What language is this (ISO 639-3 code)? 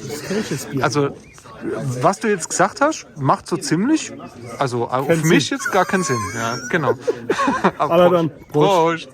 pfl